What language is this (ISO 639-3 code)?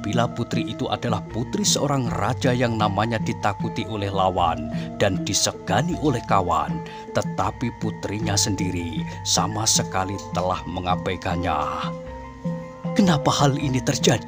ind